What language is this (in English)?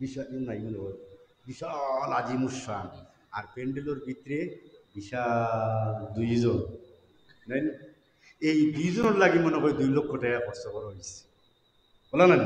Sylheti